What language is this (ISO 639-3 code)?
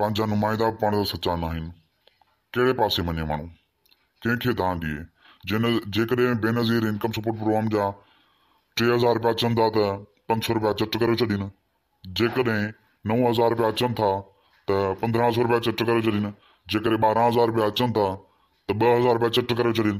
snd